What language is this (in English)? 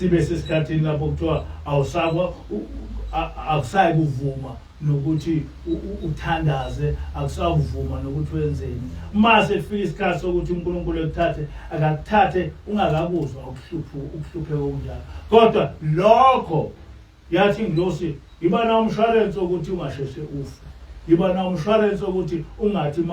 Zulu